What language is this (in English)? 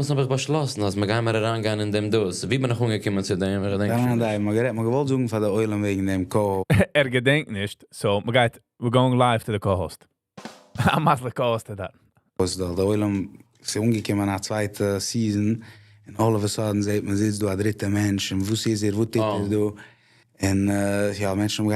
Yiddish